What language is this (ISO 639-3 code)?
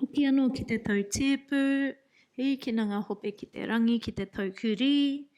mri